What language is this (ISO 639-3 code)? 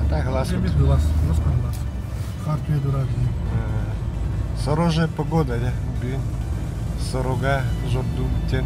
sah